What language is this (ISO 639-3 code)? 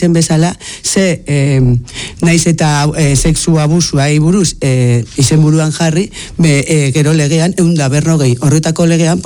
eus